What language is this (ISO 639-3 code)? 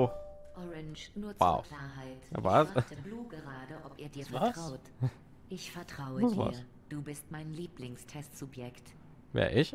deu